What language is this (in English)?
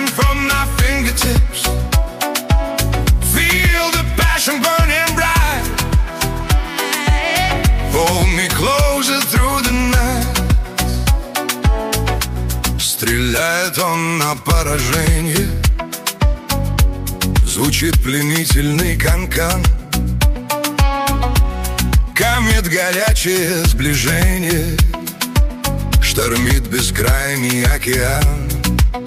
Russian